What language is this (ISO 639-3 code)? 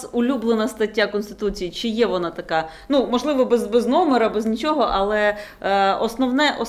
ukr